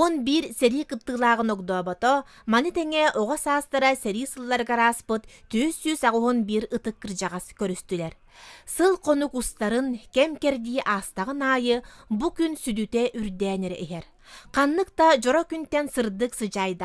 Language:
Yakut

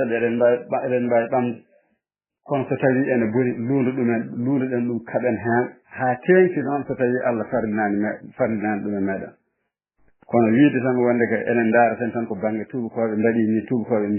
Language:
Fula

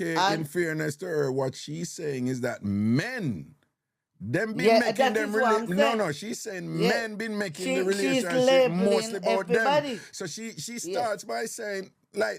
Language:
Jamaican Creole English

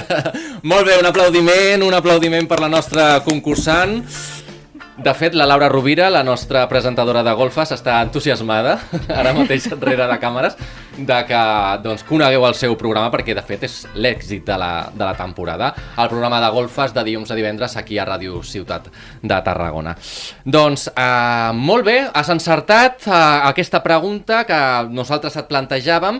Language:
Catalan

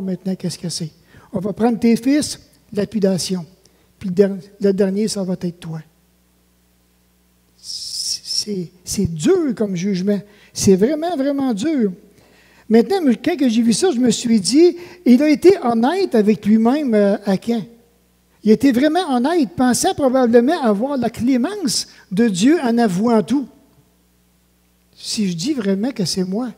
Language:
French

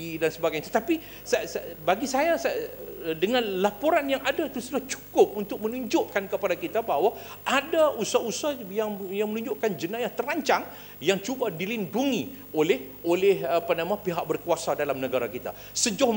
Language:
Malay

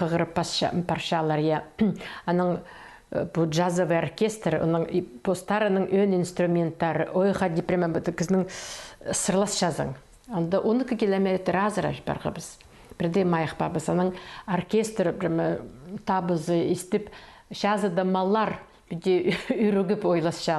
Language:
Khakas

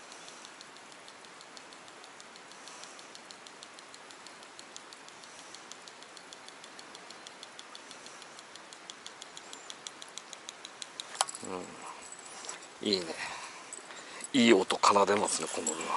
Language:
Japanese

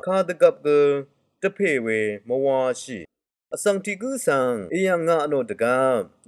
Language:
Rawang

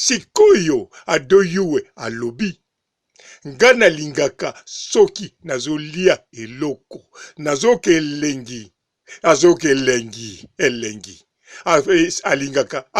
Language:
Lingala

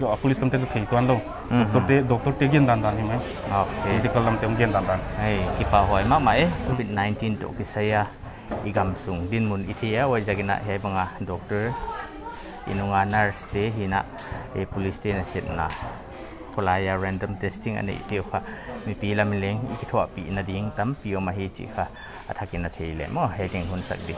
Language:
Paite Chin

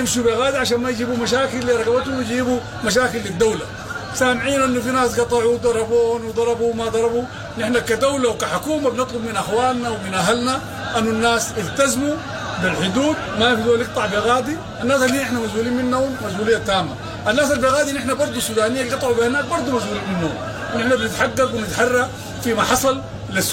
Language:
Sudanese Arabic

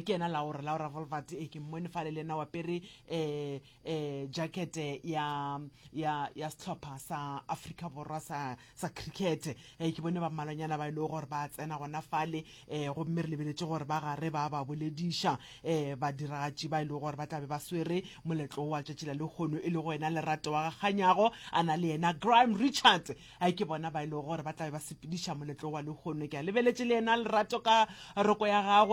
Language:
Northern Sotho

